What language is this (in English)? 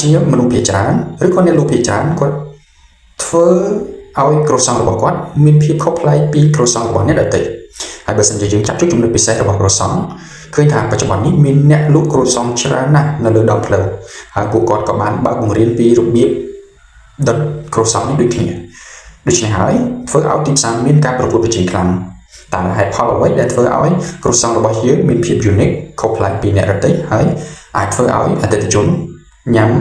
Khmer